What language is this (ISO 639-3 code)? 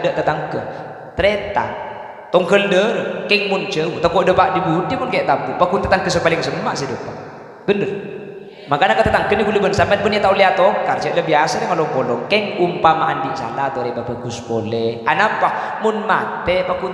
mad